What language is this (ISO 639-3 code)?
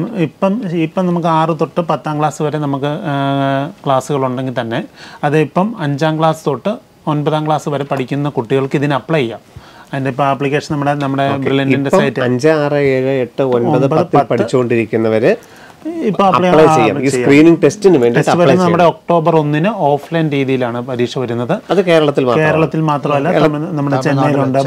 mal